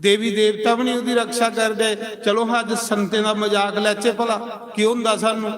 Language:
Dogri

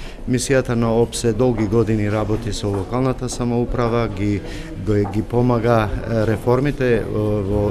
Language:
Macedonian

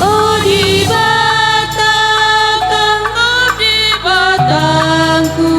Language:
Batak Karo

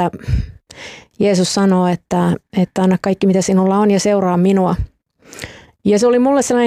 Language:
Finnish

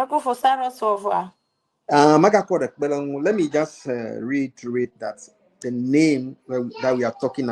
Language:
Ewe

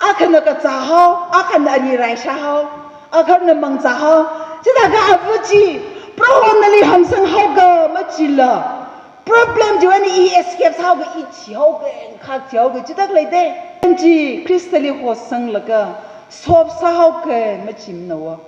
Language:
Tangkhul Naga (India)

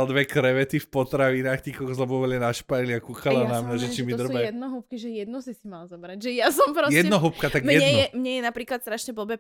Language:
Slovak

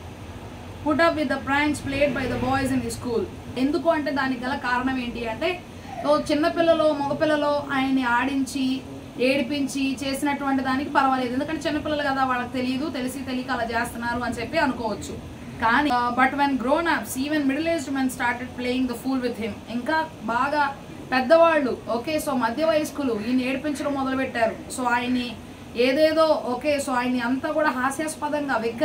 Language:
Telugu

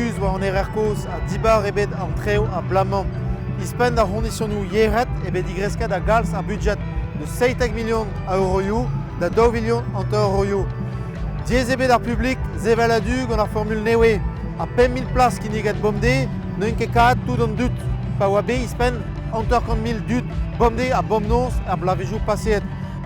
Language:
Breton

